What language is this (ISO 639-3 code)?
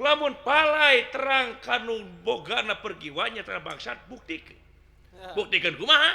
sun